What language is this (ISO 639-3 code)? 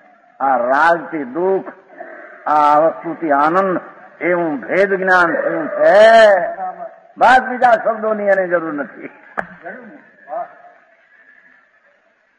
guj